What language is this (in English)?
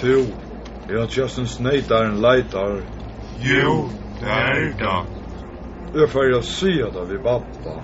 Faroese